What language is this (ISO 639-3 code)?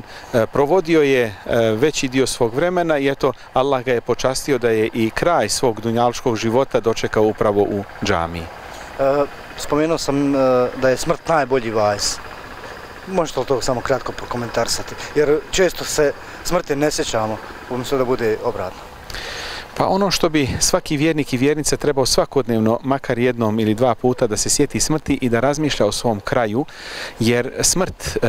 bos